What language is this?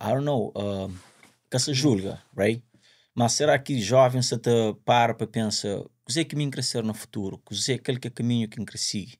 Kabuverdianu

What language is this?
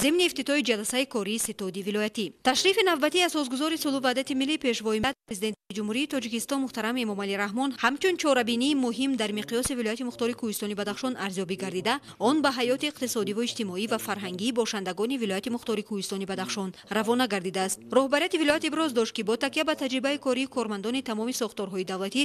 Tajik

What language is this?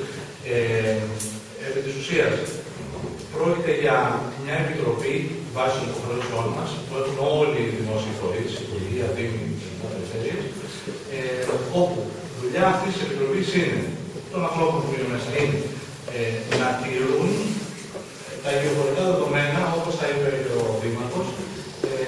Greek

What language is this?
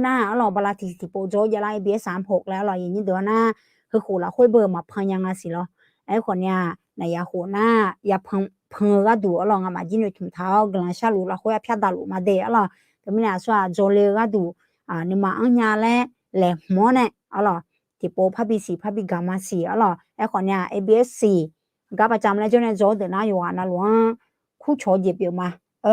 Akha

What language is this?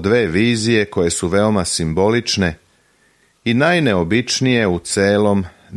Serbian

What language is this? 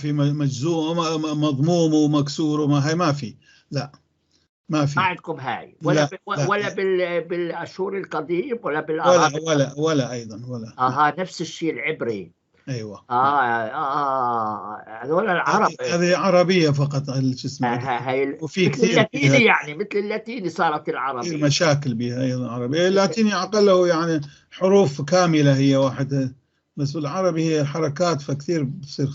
North Levantine Arabic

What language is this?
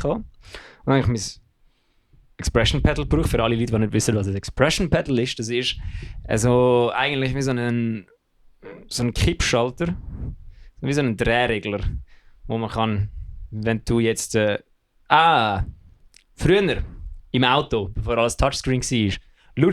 Swiss German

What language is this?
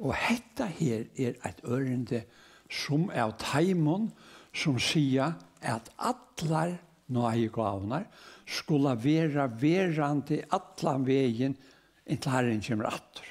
Faroese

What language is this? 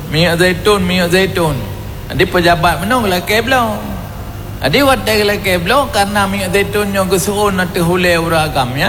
Achinese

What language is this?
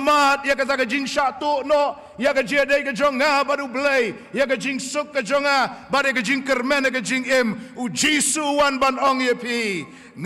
Khasi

